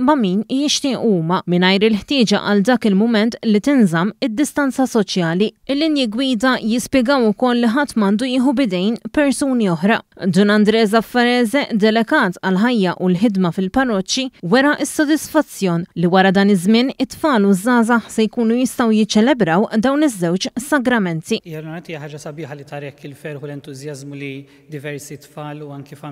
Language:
Maltese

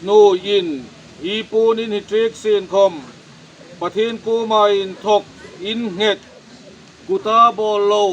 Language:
Hmar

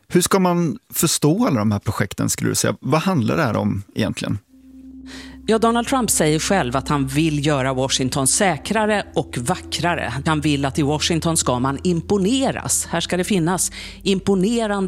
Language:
Swedish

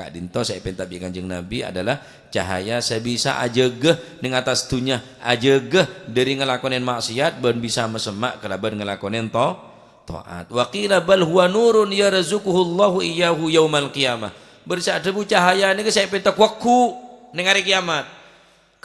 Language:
Madurese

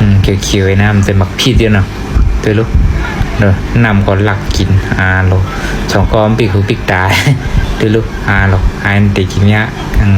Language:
Shan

